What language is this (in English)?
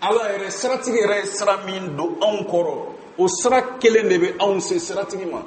Bambara